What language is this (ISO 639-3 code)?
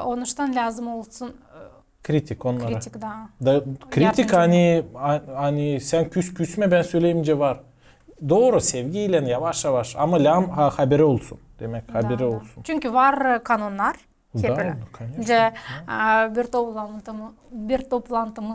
gag